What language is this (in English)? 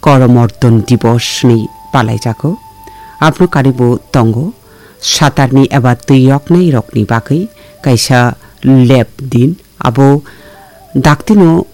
Kok Borok